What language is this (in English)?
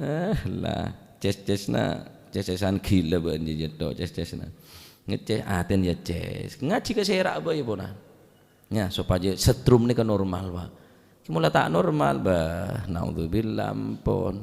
Madurese